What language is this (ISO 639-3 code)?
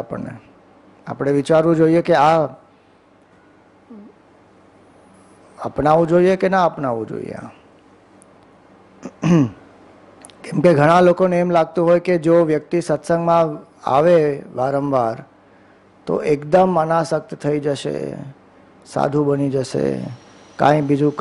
guj